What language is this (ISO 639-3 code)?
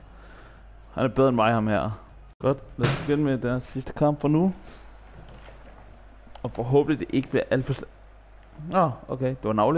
dan